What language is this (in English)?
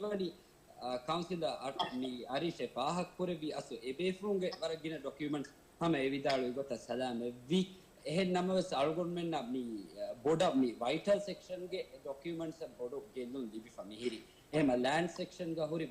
Divehi